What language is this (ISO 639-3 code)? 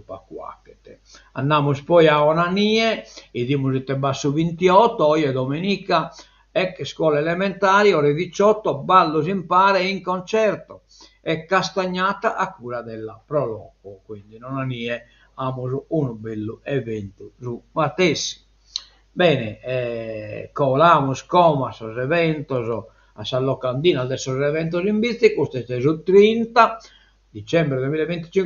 srd